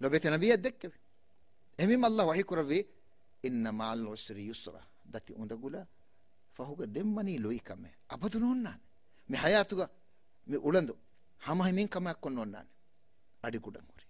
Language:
Divehi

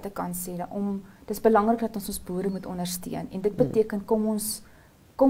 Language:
Afrikaans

